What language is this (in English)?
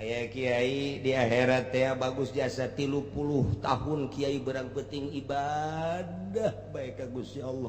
Sundanese